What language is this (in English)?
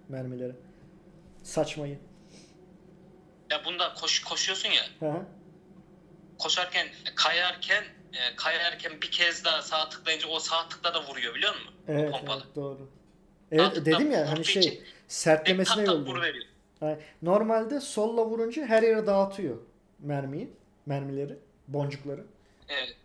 Turkish